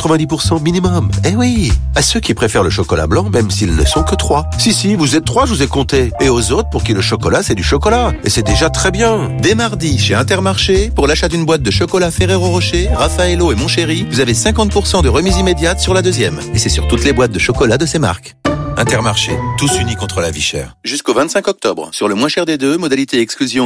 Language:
French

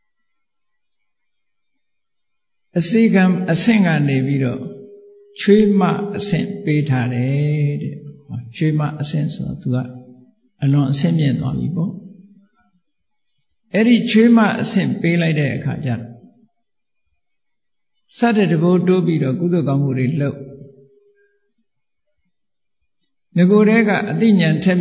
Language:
Burmese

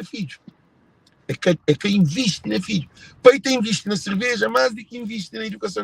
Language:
Kabuverdianu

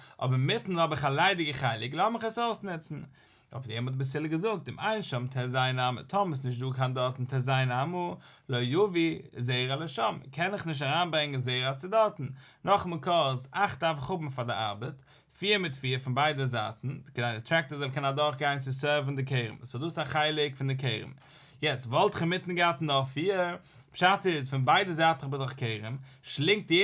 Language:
Yiddish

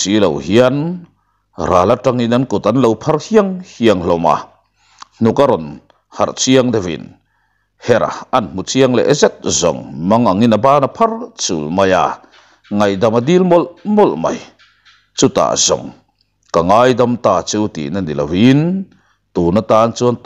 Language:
Mizo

